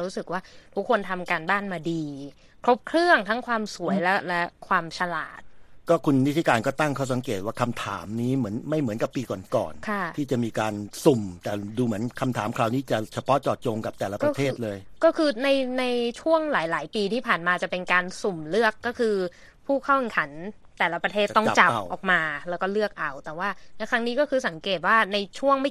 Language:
Thai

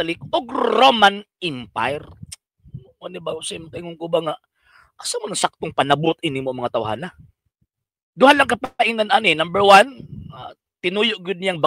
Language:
Cebuano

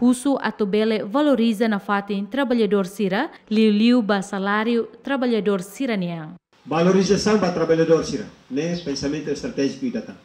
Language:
Tetum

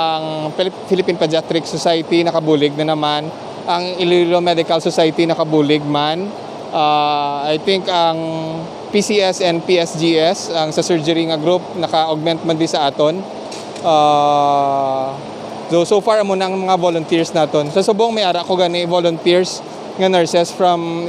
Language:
Hiligaynon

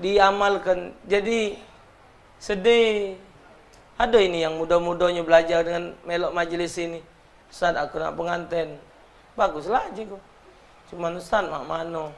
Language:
Musi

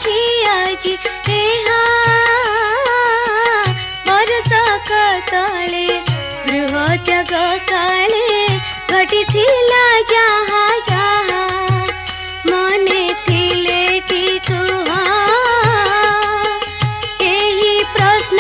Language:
Odia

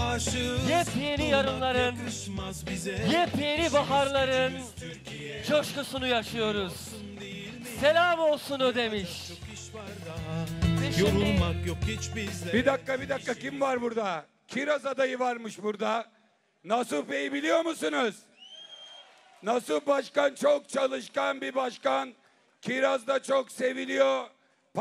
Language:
Turkish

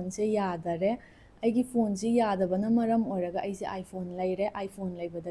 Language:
Manipuri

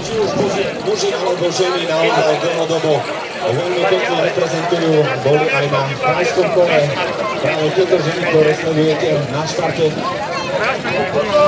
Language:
Slovak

